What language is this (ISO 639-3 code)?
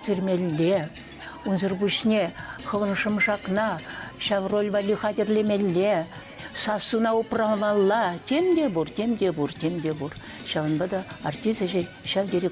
chv